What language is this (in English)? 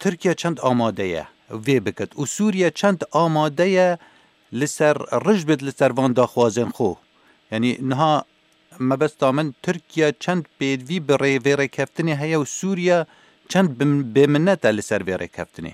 Kurdish